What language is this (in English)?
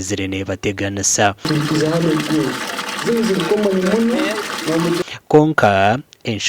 Nyankole